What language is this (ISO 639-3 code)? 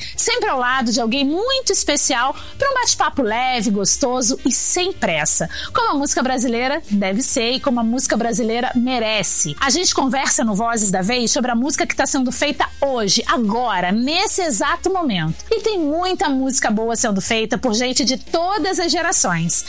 por